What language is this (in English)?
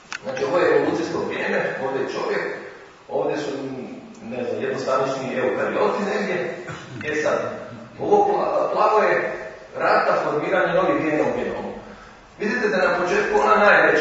Croatian